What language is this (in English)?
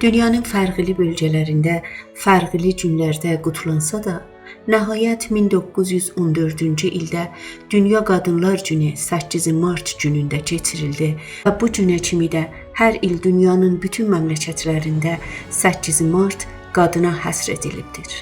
South Azerbaijani